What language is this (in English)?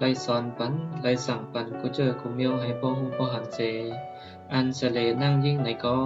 Shan